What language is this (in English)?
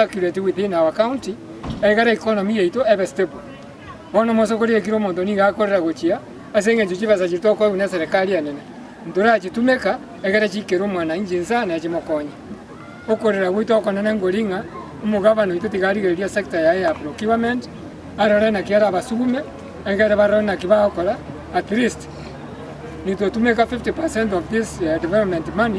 Gusii